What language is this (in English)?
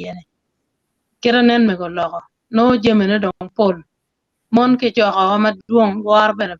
Acoli